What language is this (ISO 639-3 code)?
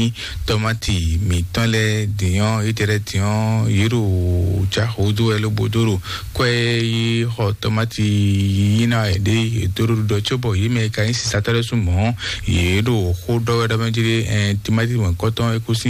fon